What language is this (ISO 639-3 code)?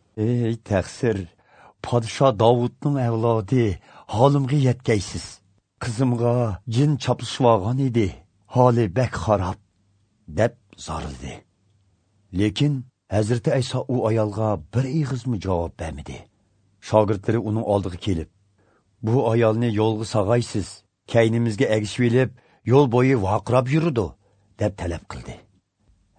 uig